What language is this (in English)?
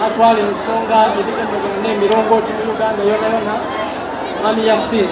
Soga